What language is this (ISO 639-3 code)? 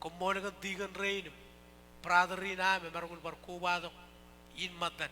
mah